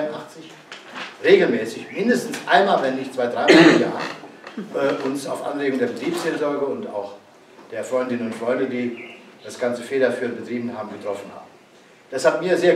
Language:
German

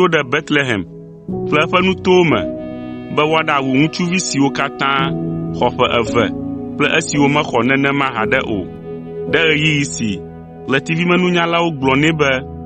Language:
Ewe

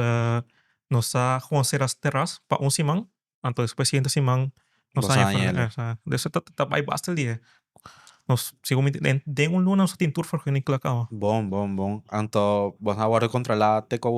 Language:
Papiamento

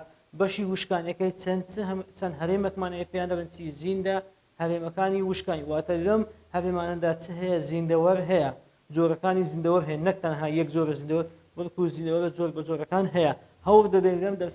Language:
Central Kurdish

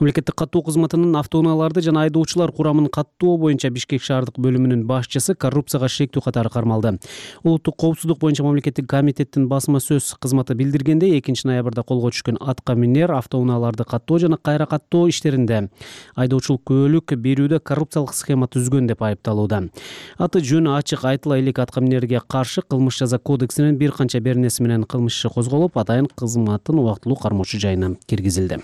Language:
Kyrgyz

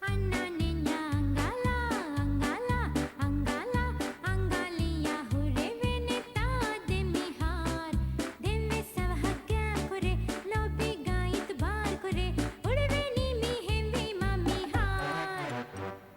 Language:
Divehi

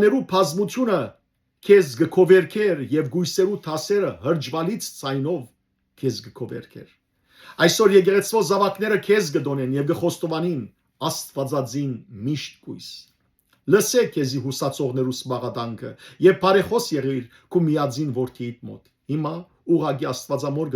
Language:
Western Armenian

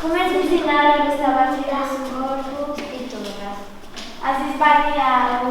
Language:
Sardinian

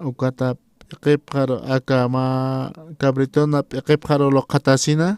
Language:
Aymara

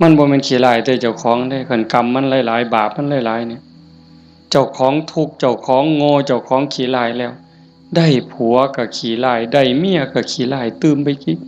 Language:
Northeastern Thai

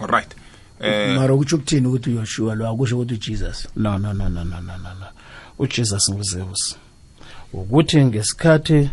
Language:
South Ndebele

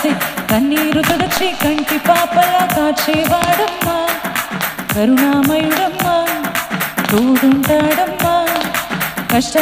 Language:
Telugu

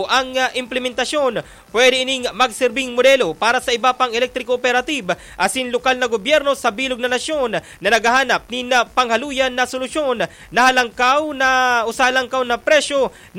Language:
Bikol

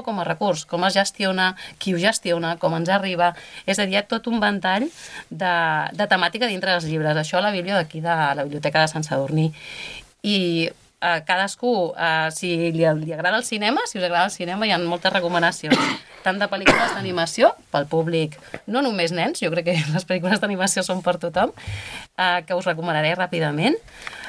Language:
Catalan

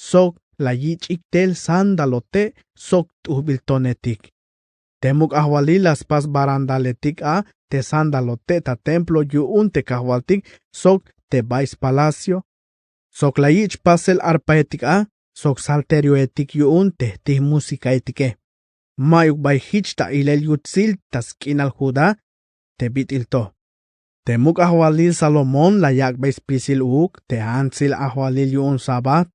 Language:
Tzeltal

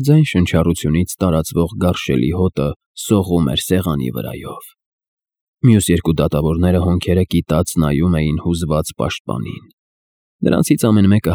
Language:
Armenian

